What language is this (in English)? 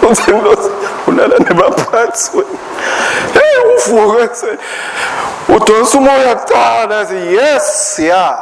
Swati